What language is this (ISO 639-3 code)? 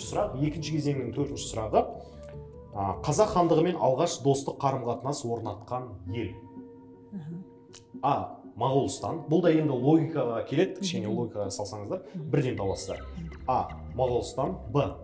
kaz